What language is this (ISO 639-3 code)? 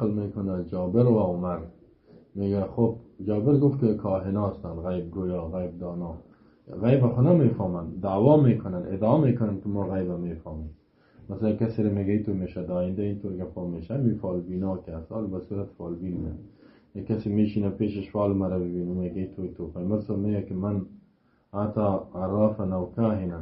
fas